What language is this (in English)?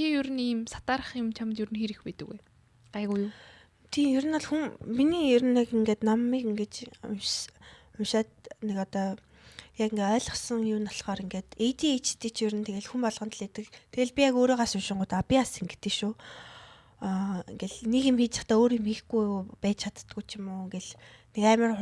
Mongolian